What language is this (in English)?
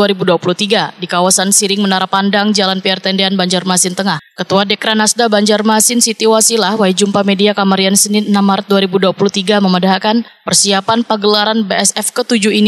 Banjar